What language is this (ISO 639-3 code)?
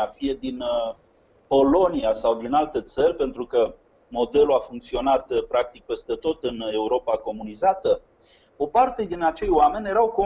ron